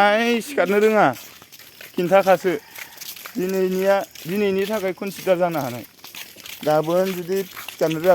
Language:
Bodo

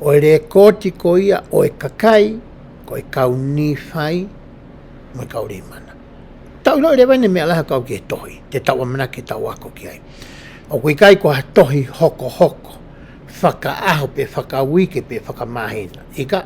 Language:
Tongan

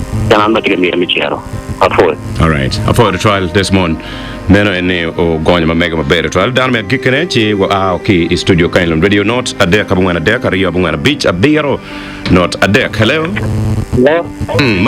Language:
Acoli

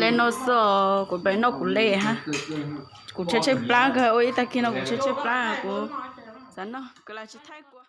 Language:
Hmong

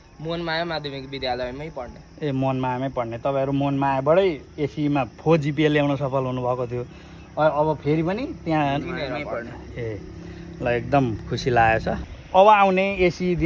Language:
Nepali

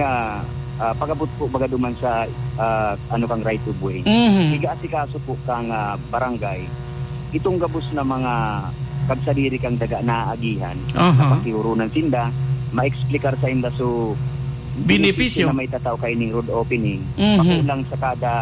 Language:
Bikol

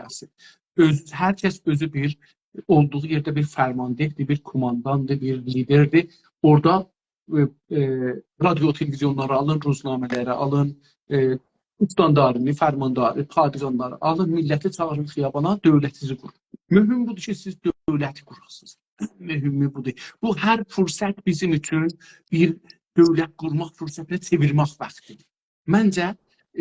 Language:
South Azerbaijani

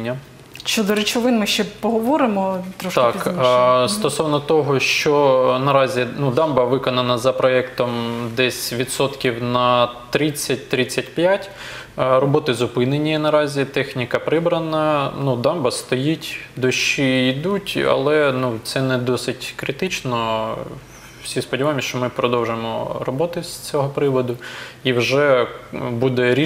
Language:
Ukrainian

